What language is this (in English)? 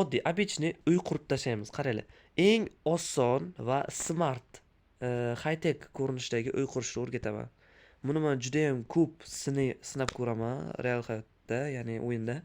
Uzbek